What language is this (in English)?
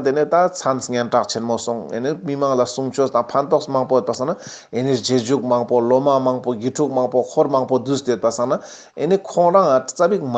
Ladakhi